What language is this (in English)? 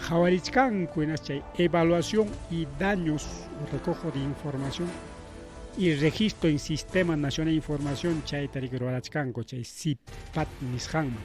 Ayacucho Quechua